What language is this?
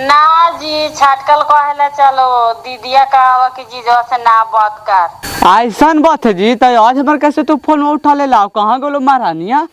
Magahi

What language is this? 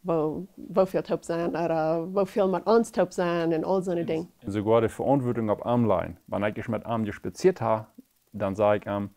Plautdietsch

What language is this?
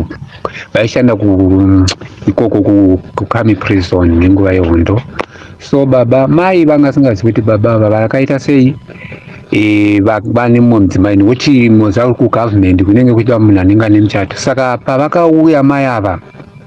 Shona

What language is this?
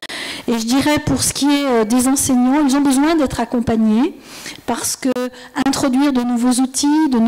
French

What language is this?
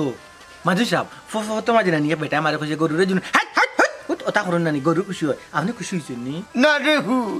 Sylheti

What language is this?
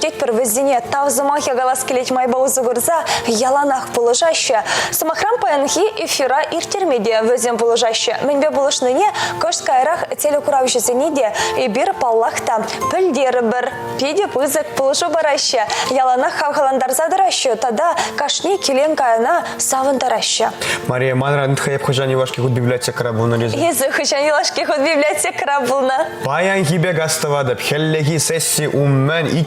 Chuvash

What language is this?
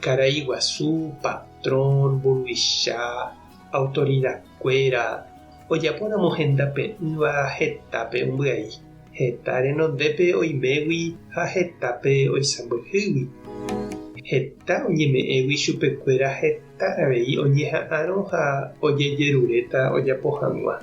Guarani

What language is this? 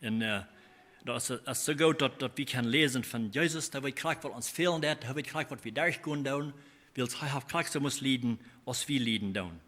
Plautdietsch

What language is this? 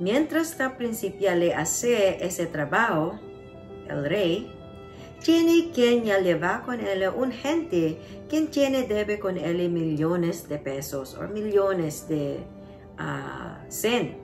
Chavacano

